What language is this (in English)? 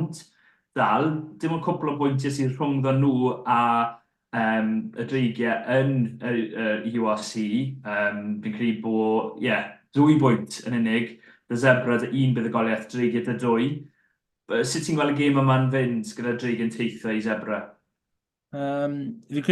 Welsh